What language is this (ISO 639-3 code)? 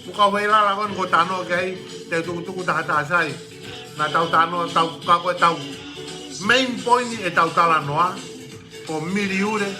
ton